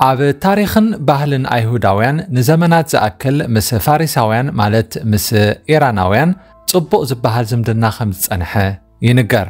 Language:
Tigrinya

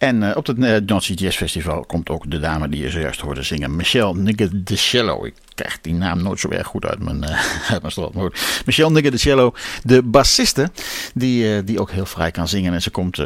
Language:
Dutch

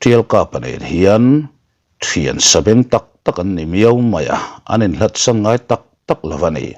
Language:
Mizo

